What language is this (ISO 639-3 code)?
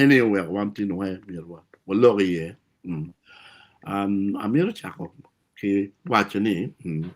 ach